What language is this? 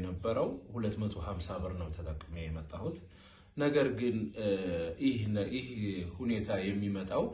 Amharic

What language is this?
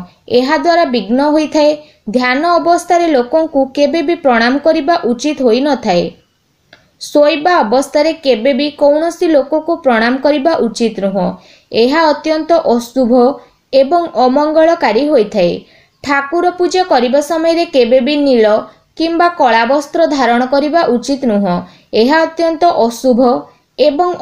Odia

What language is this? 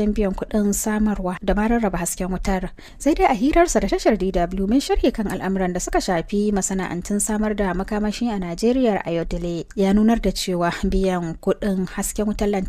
Hausa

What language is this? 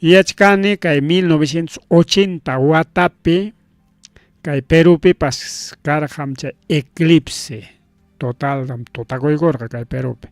Ayacucho Quechua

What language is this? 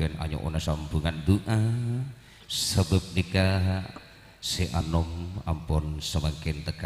Madurese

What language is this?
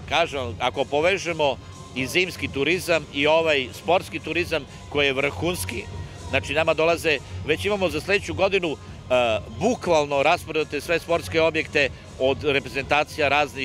Serbian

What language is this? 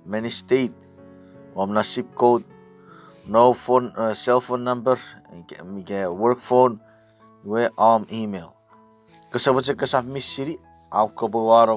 Chuukese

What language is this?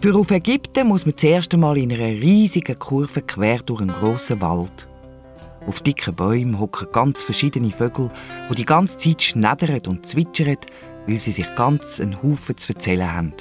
Swiss German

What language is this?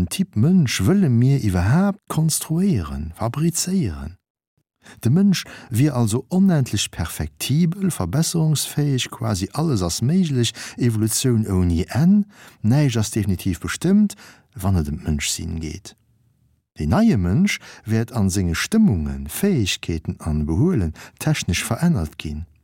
Luxembourgish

